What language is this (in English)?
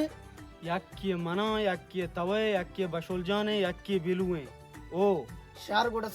Baluchi